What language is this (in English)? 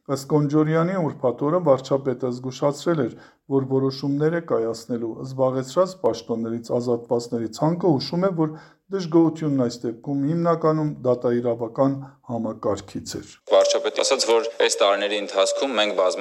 Armenian